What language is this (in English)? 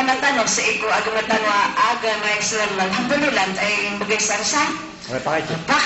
Maranao